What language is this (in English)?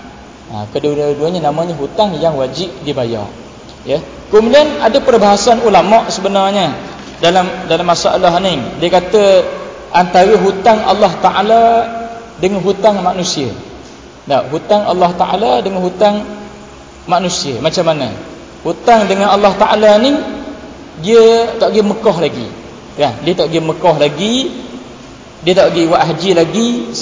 Malay